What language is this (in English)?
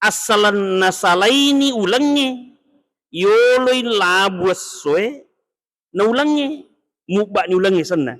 Buginese